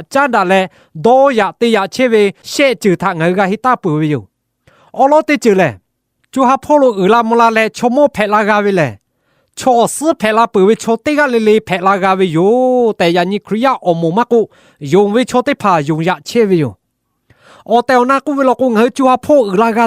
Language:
Lahu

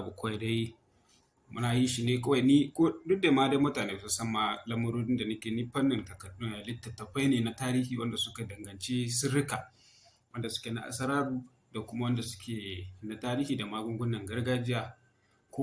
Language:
Hausa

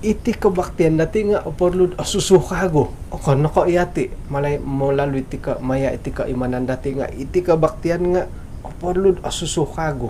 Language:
Central Dusun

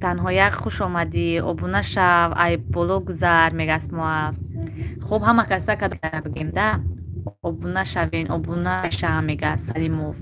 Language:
Tajik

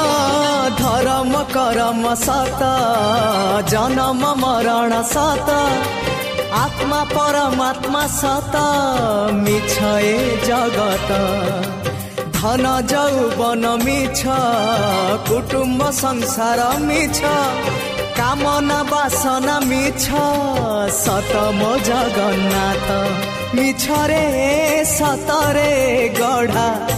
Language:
Odia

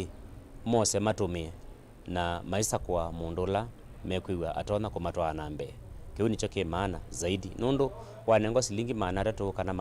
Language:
Kamba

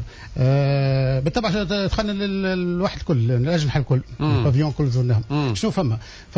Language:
Tunisian Arabic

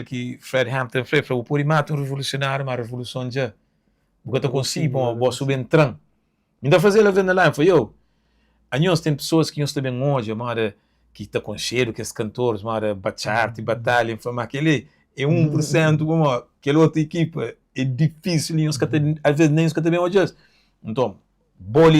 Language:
Kabuverdianu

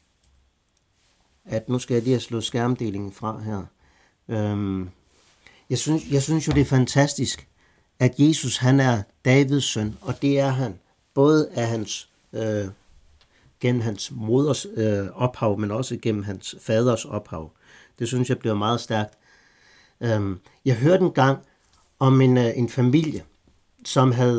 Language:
Danish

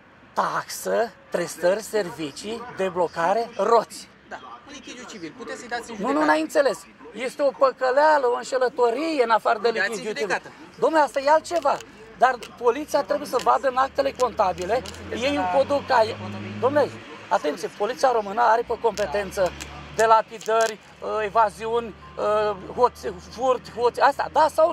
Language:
Romanian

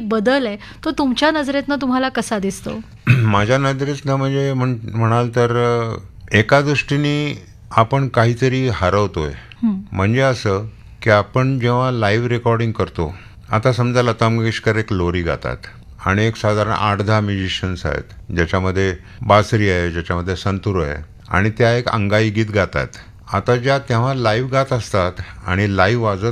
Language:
Marathi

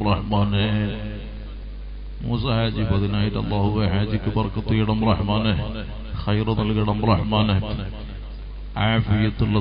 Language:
Malayalam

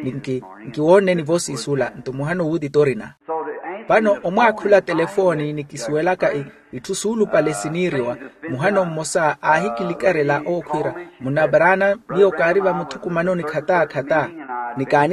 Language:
Makhuwa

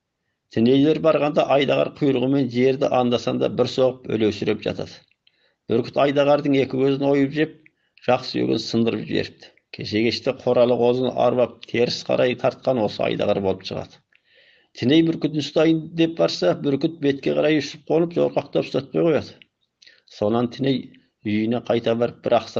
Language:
Kazakh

